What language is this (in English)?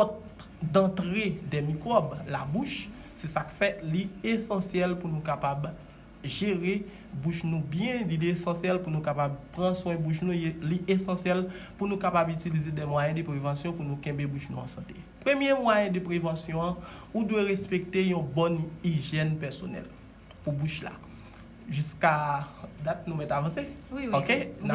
Haitian Creole